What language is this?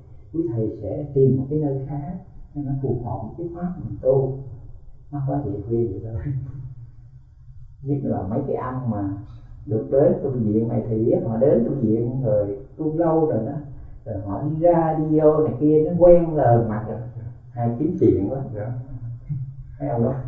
Vietnamese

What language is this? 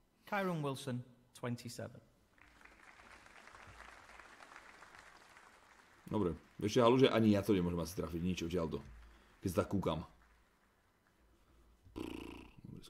Slovak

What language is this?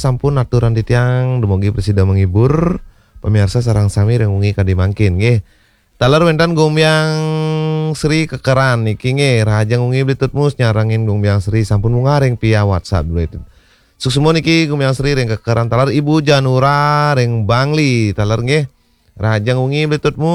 Balinese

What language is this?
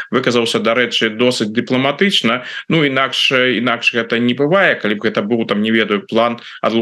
Belarusian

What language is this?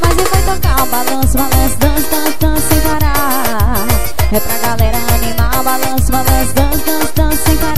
Portuguese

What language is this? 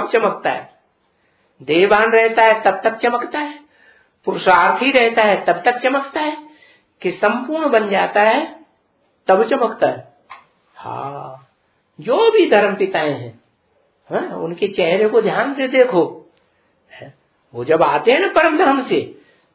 Hindi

